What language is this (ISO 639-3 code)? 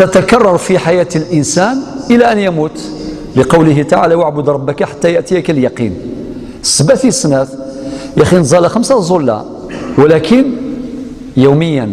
arq